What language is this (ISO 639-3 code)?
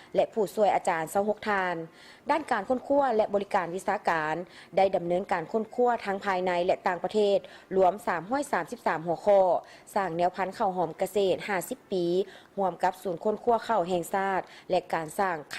lao